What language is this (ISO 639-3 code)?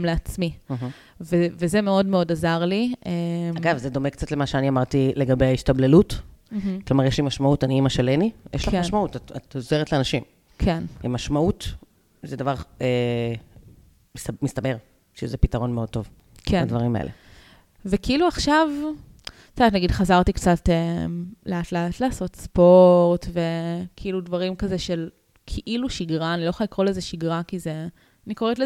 heb